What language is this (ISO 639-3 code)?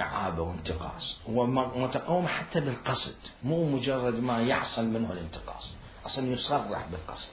acm